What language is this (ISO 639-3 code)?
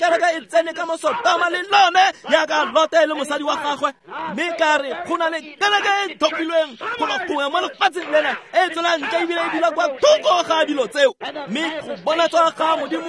tsn